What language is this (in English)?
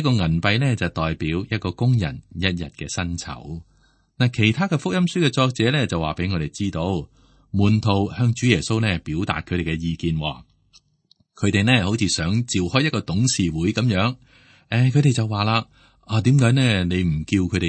Cantonese